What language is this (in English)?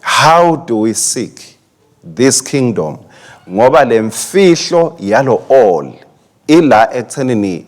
Swati